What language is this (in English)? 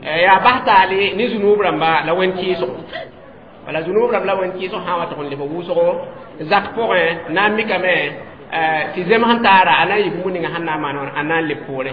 Mossi